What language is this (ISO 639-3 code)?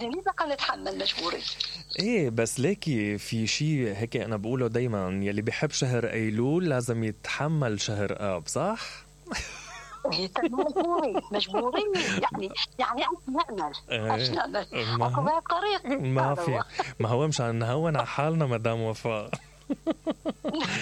acm